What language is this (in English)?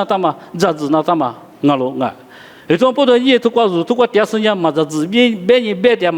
Lisu